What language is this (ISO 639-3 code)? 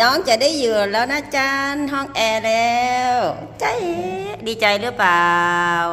lao